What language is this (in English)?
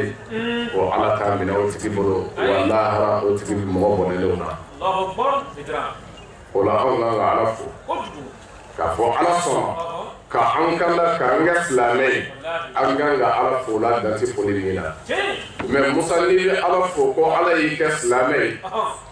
Bambara